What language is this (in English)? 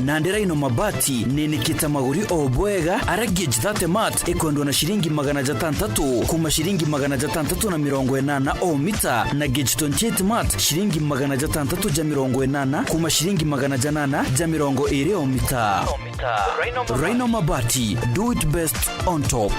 Meru